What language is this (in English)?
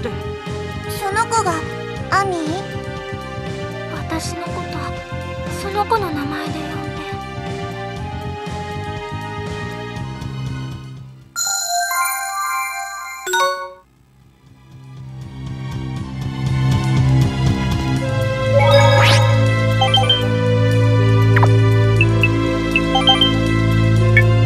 Japanese